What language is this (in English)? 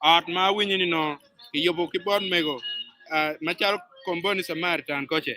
Acoli